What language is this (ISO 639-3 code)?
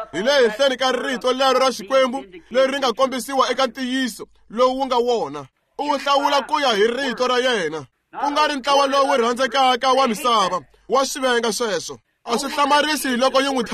tso